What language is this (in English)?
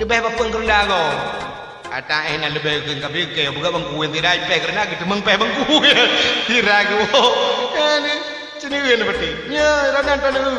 Achinese